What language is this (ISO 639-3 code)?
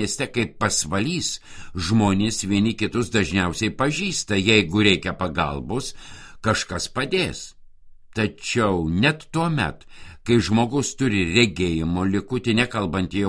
lit